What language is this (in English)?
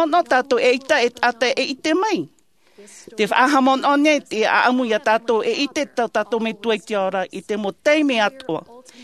Tahitian